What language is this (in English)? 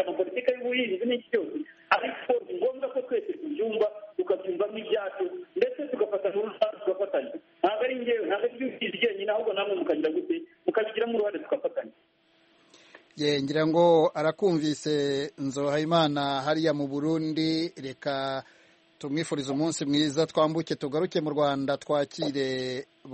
Kinyarwanda